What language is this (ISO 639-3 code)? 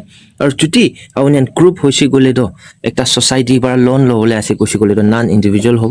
nag